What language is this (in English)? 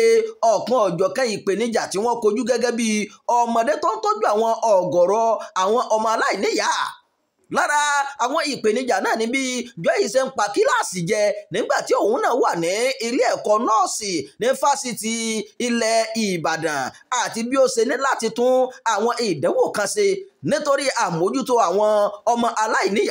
Yoruba